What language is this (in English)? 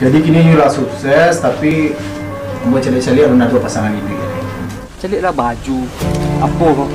Minangkabau